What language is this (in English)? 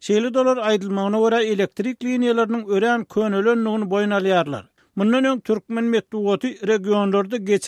Turkmen